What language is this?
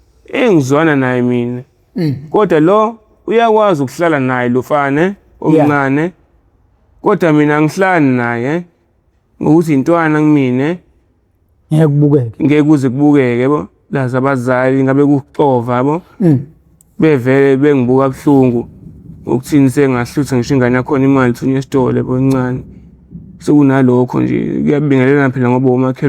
Zulu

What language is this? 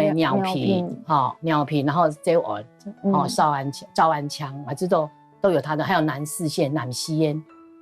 Hakka Chinese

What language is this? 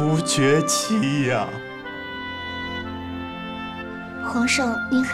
Chinese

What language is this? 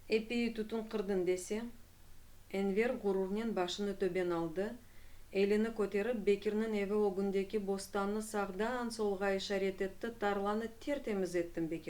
Crimean Tatar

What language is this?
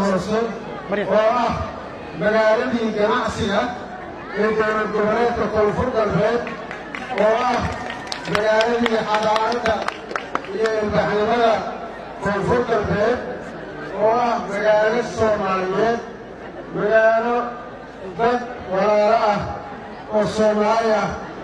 Somali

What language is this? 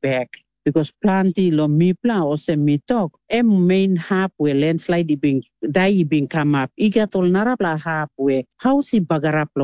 Tok Pisin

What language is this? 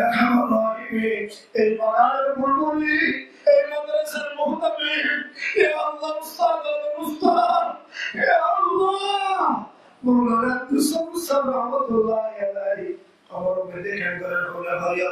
Rohingya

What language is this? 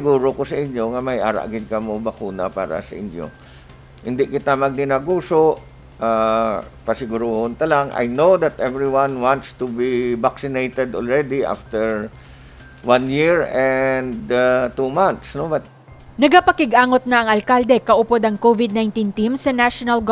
Hiligaynon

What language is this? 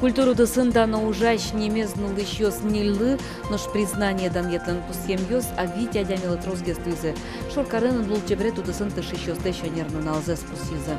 Udmurt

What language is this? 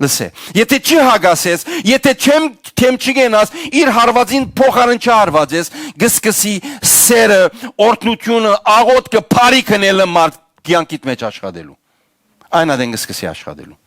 Western Armenian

